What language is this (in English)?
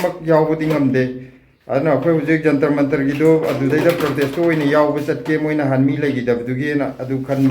Manipuri